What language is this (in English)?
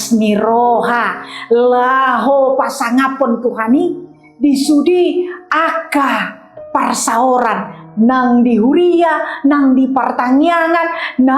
Batak Toba